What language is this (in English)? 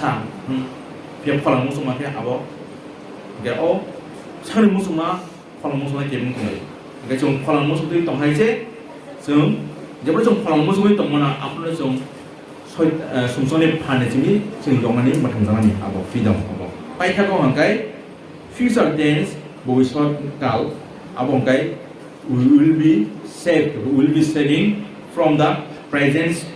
Kok Borok